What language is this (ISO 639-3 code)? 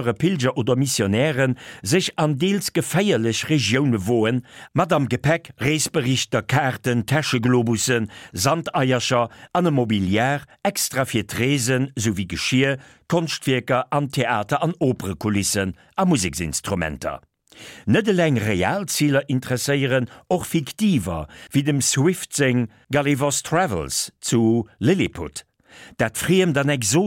ltz